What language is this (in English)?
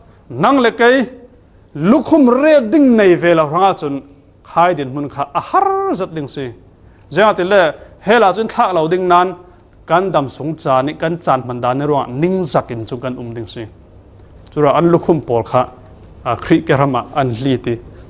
Falam Chin